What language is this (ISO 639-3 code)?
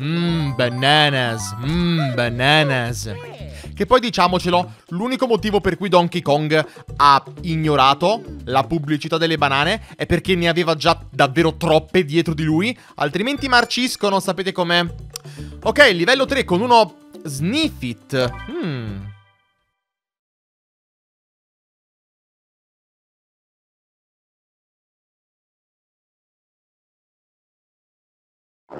ita